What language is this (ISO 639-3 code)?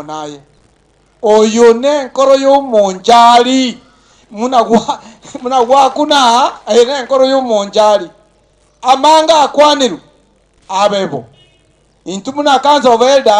guz